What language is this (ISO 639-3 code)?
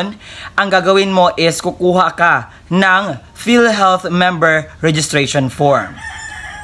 fil